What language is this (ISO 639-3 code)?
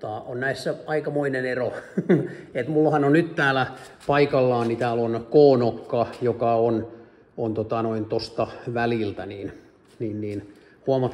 fin